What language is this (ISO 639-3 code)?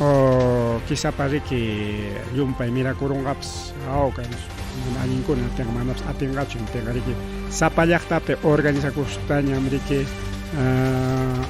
quy